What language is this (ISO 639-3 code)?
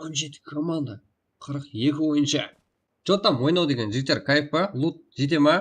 kaa